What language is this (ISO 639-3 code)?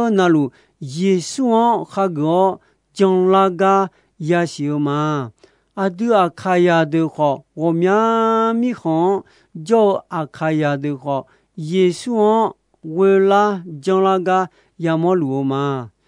ahk